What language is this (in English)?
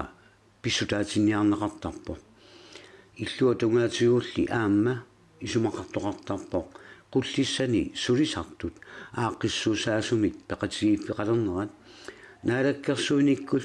Kalaallisut